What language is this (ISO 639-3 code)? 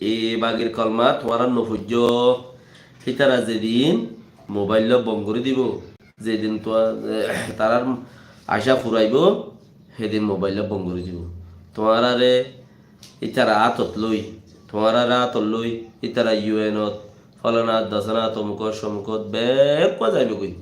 rhg